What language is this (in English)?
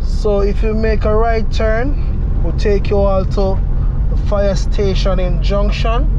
Jamaican Creole English